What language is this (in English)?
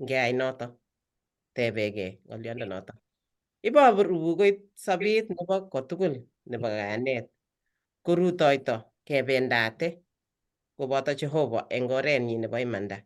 Kalenjin